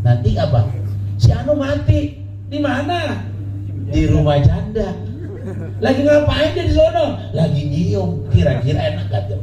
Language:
Betawi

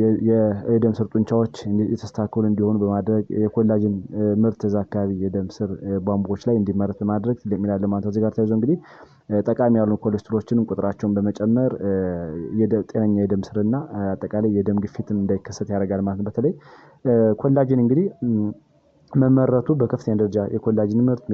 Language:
Amharic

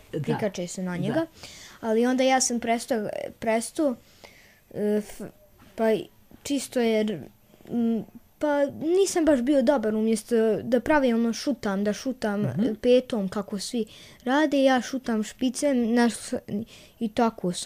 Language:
Croatian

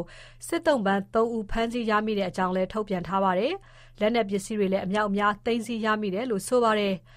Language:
Burmese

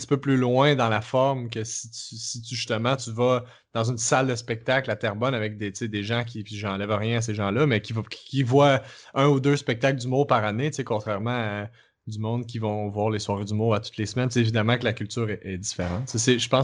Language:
French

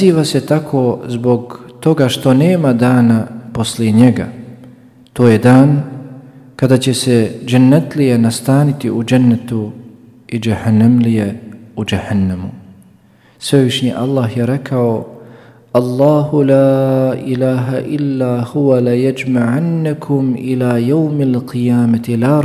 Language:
Bosnian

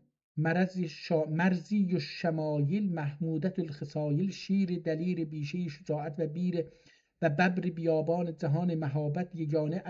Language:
South Azerbaijani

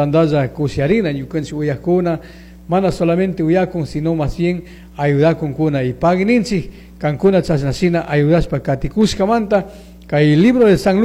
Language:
Chimborazo Highland Quichua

